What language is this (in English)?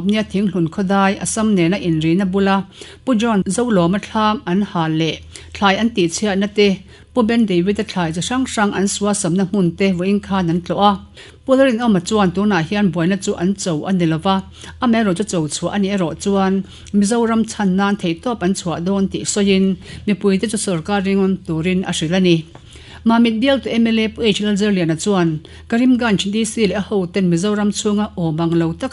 Mizo